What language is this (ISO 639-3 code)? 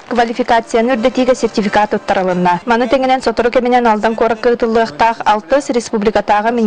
sah